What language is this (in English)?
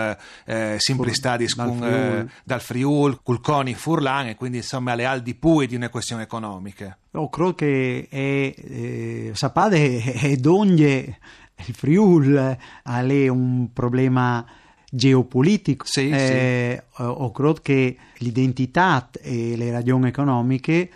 Friulian